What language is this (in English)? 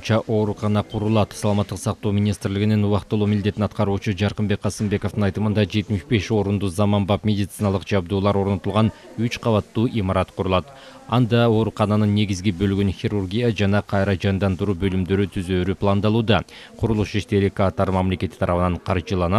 Kyrgyz